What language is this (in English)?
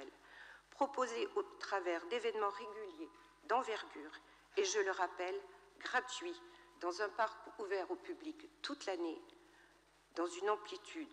French